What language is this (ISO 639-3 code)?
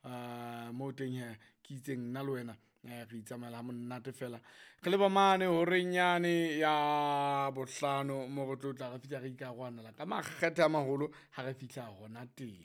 sot